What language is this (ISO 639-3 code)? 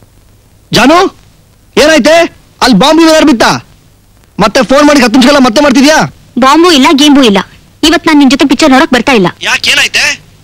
kan